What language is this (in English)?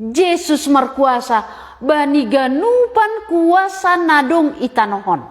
Batak Simalungun